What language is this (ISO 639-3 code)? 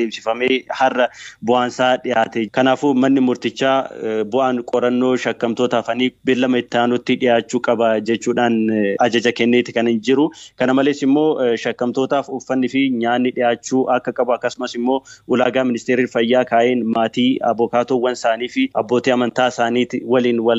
orm